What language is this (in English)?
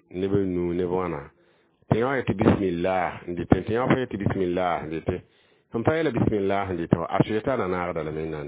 Mossi